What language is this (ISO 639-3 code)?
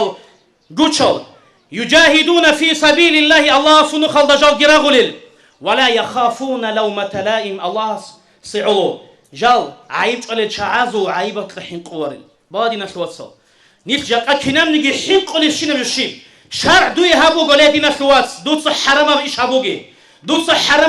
ava